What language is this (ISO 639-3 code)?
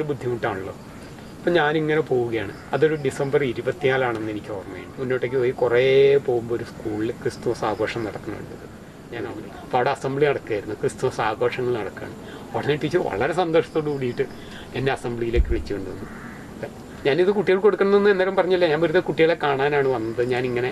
mal